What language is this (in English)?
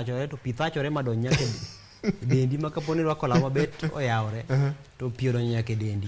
Luo (Kenya and Tanzania)